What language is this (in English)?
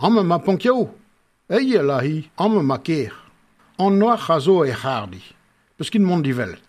Breton